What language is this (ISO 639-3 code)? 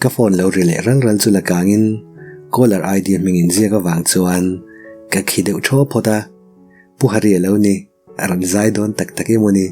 lus